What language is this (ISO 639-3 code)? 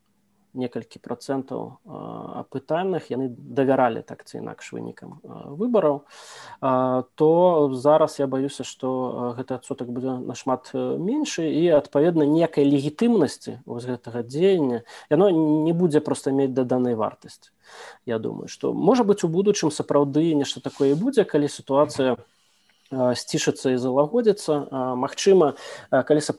bel